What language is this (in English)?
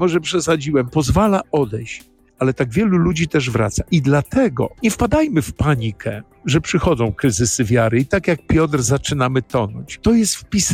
Polish